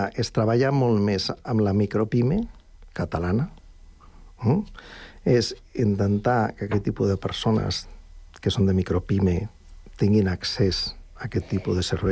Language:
Catalan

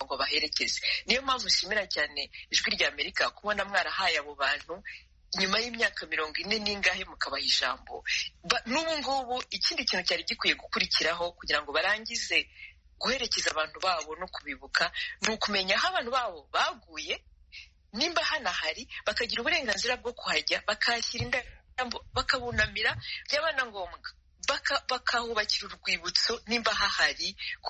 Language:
Kinyarwanda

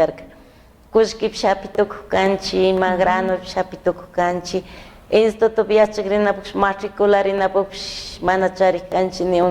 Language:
Chimborazo Highland Quichua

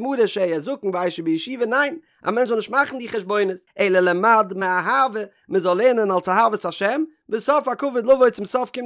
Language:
Yiddish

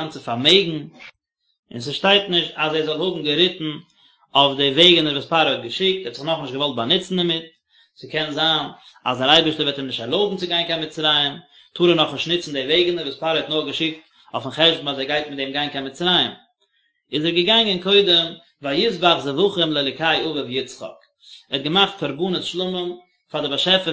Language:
Yiddish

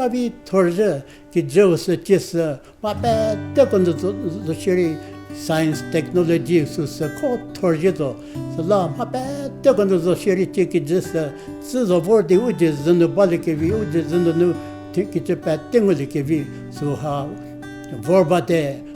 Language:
Angami Naga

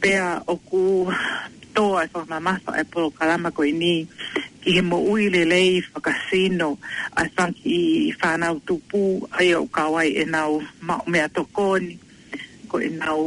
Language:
Tongan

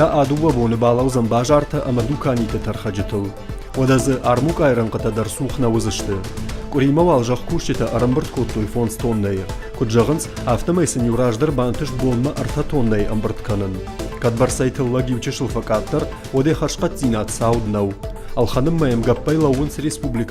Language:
Ossetic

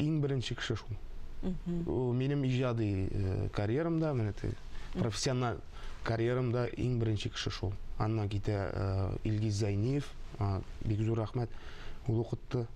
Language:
Tatar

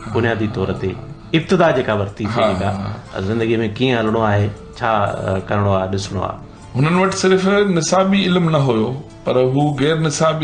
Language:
Sindhi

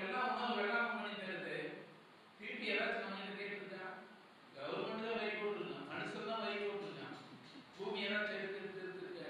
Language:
Tamil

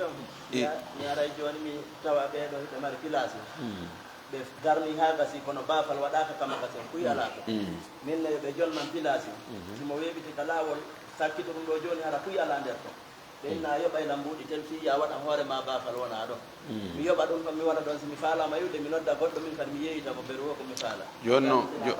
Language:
Fula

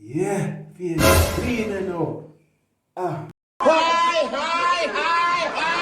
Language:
Jamaican Creole English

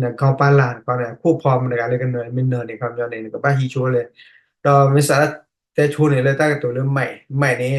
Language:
S'gaw Karen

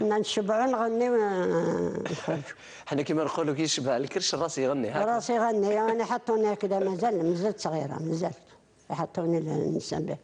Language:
Algerian Arabic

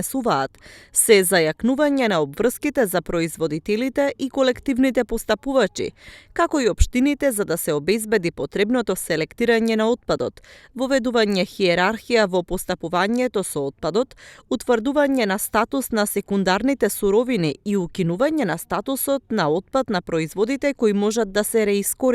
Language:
Macedonian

